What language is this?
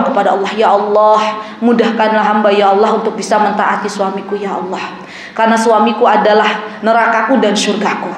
Indonesian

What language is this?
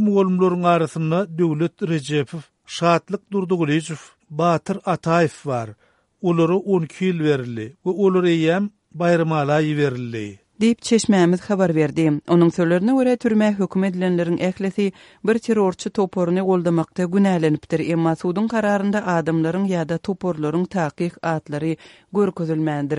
Turkmen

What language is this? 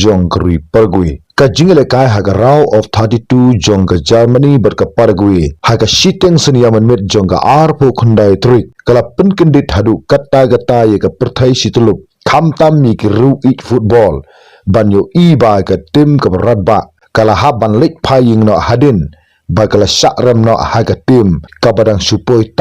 Khasi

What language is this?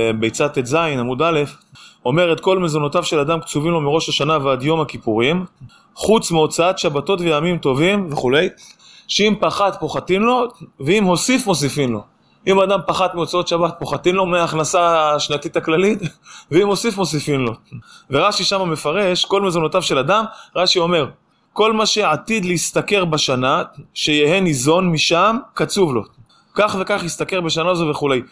Hebrew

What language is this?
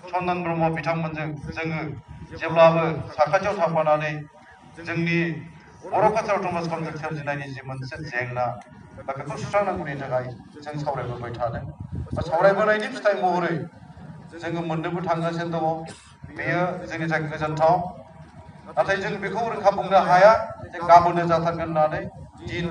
Bodo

